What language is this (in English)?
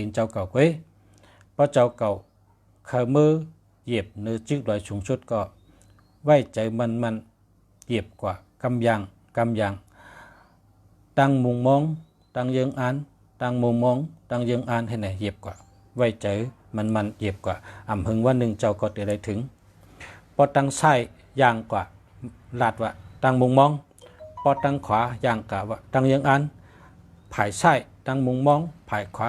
Shan